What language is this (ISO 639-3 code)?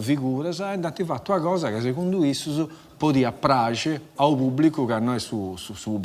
srd